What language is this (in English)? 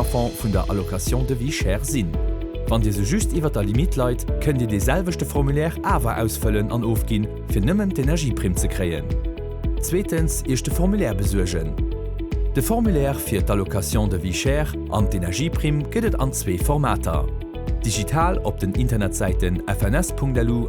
Luxembourgish